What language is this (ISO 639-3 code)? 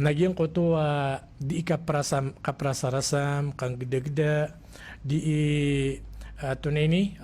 mrw